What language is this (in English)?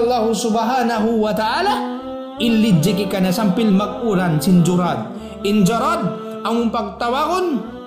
Tausug